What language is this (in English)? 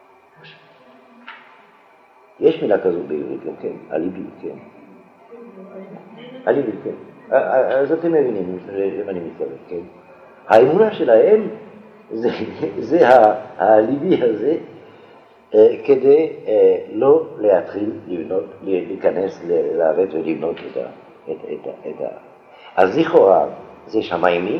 Hebrew